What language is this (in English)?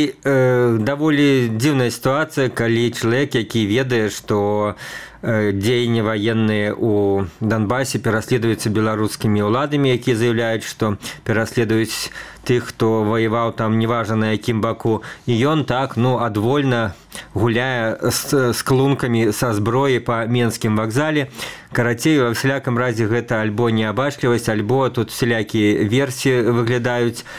Belarusian